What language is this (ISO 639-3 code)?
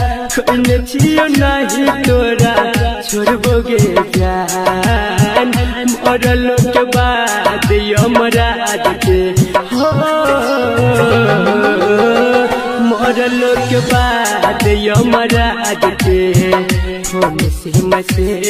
bho